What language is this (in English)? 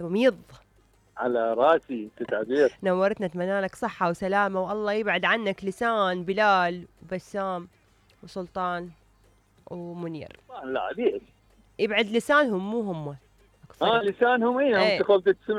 Mesopotamian Arabic